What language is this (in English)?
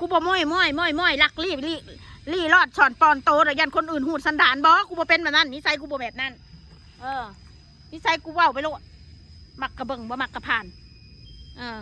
Northeastern Thai